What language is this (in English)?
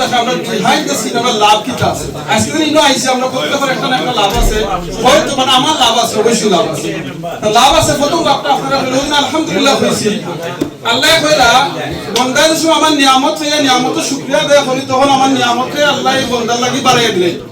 Sylheti